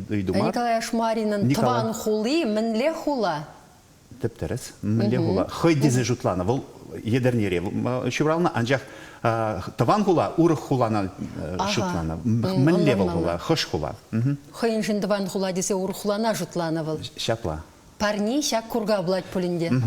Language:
Chuvash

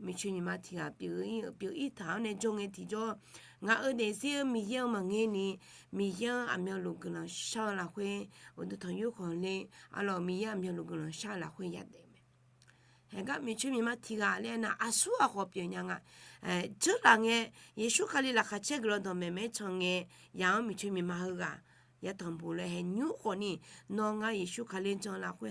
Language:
Akha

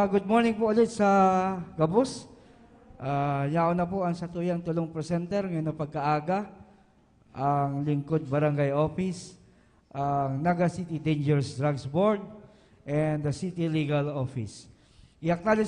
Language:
Bikol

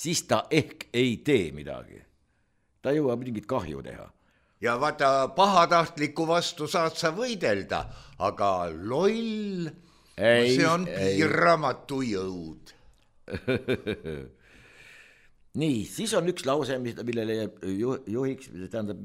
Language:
Estonian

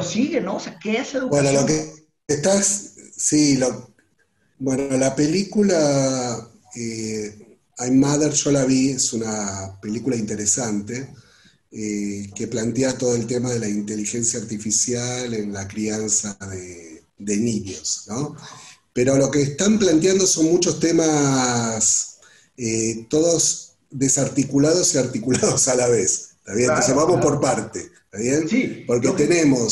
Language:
Spanish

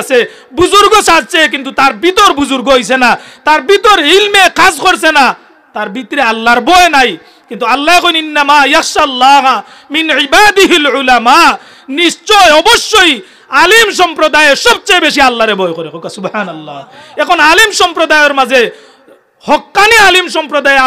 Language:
Sylheti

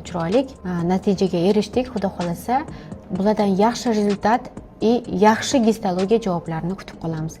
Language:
Uzbek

